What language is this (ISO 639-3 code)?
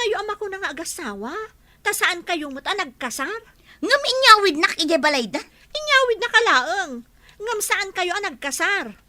ilo